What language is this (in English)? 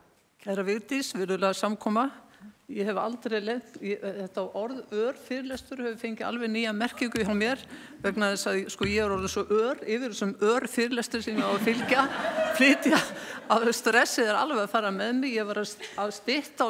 Icelandic